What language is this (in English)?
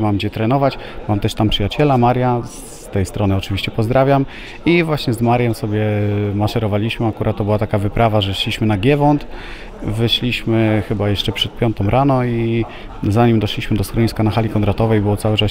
Polish